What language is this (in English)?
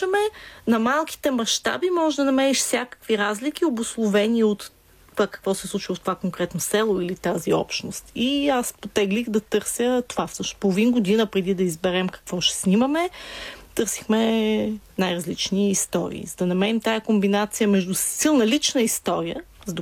Bulgarian